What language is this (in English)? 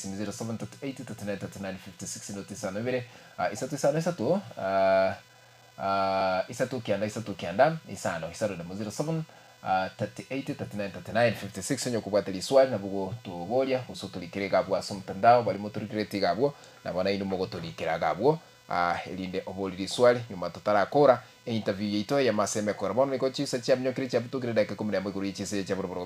Gusii